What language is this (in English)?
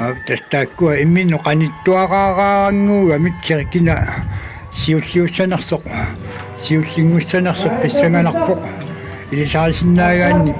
Kalaallisut